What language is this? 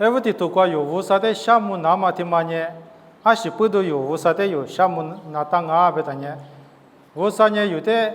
Lisu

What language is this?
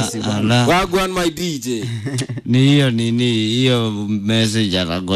Swahili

